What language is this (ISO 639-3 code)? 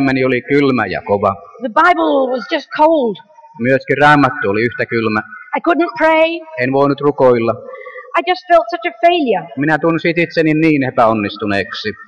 fin